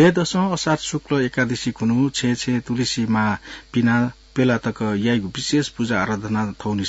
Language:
Newari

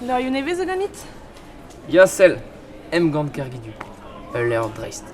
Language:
Breton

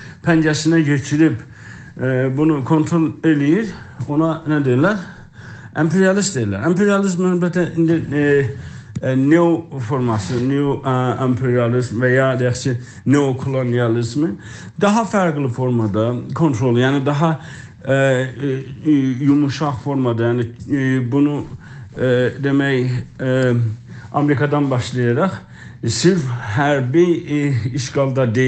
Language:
South Azerbaijani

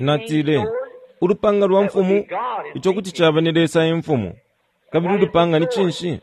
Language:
Bemba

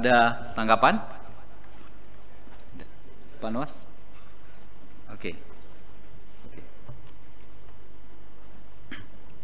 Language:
Indonesian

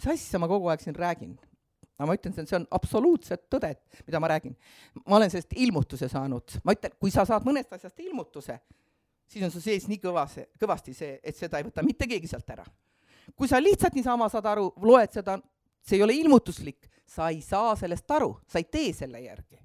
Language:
Estonian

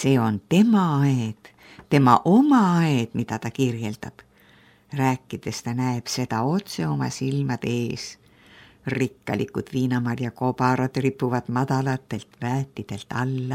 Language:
Estonian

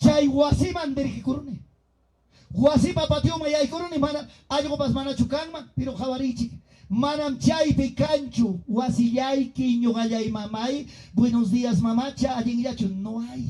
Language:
Ayacucho Quechua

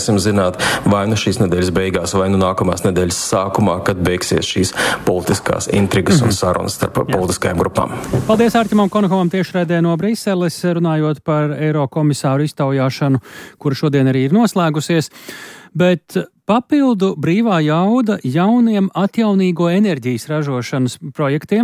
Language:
Latvian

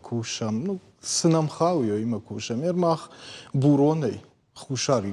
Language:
Ossetic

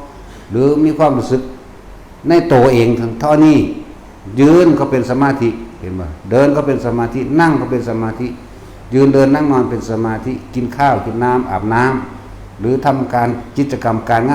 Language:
Northeastern Thai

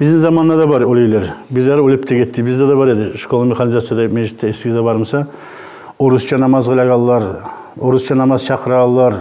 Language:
Kumyk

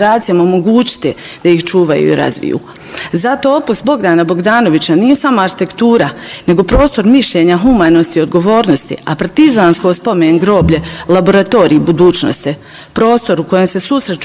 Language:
Bosnian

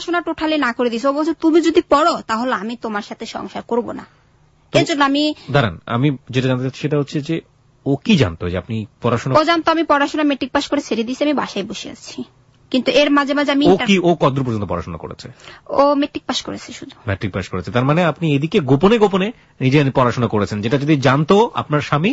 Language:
Bangla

